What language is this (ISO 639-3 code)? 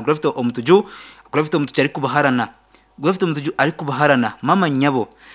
nyn